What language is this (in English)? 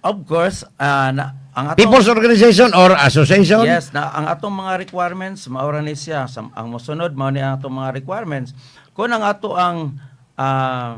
Cebuano